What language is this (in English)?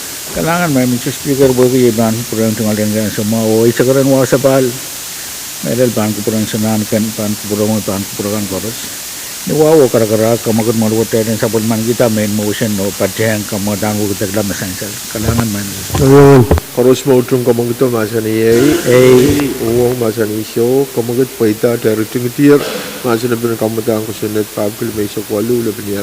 Pohnpeian